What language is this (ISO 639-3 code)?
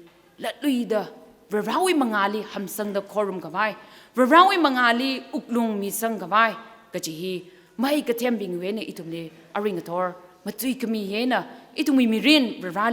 nmf